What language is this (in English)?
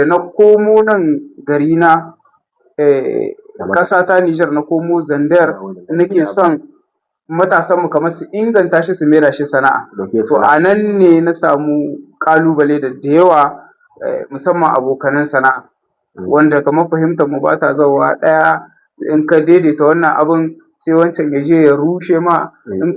Hausa